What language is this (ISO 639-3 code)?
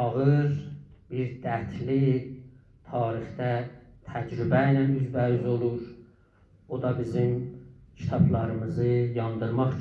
azb